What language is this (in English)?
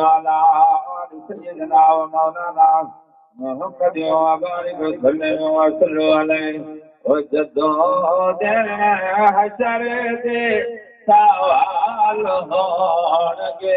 Saraiki